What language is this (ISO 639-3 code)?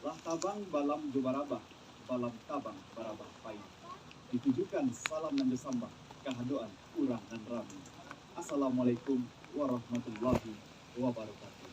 min